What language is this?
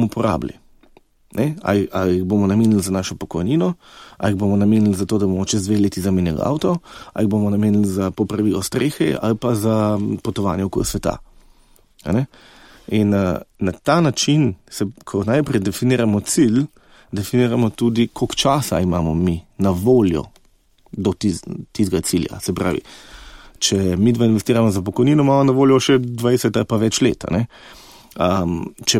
Slovenian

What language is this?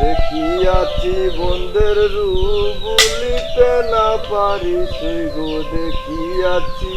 Sylheti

